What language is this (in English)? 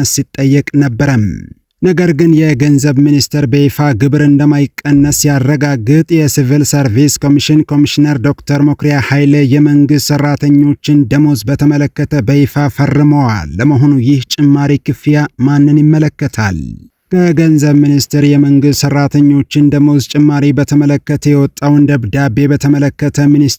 Amharic